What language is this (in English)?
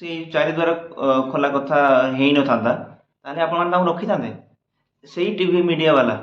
Odia